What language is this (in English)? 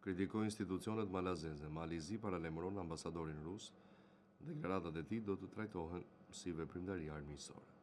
Albanian